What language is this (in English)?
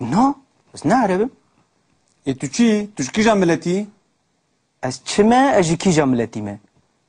Kurdish